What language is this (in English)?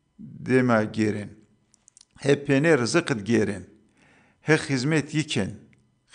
Zaza